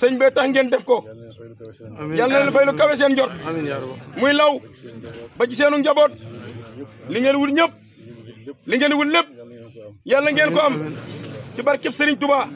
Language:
Wolof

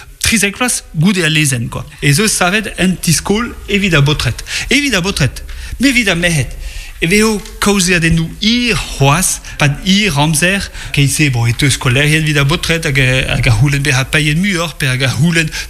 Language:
Breton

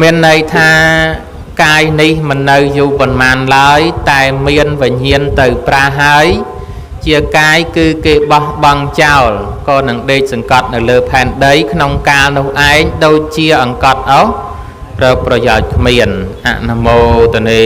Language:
Khmer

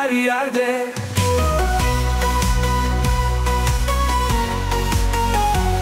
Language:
Turkish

